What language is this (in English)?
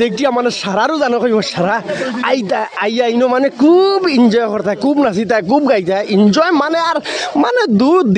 Sylheti